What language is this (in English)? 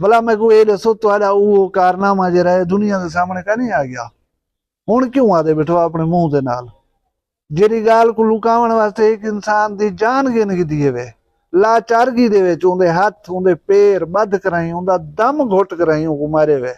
Saraiki